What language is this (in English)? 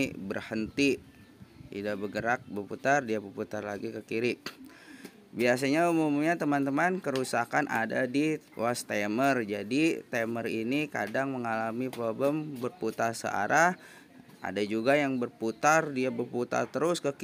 Indonesian